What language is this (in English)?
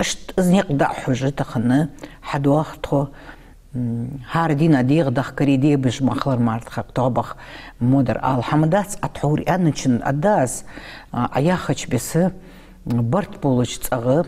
Ingush